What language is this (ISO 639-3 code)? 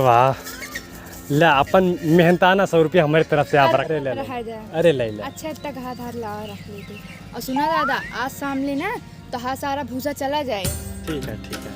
awa